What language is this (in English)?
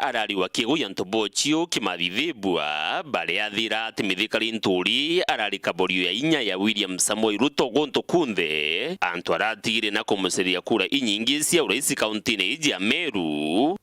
Meru